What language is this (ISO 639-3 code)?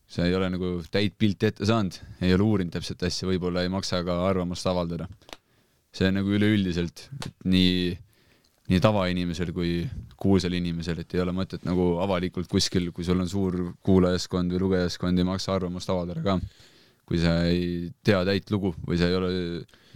est